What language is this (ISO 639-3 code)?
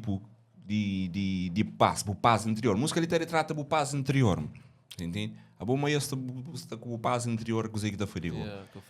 kea